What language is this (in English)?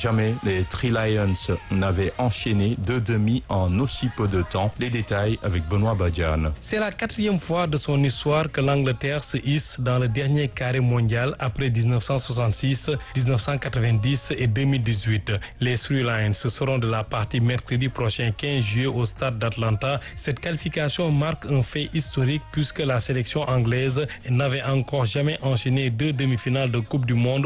French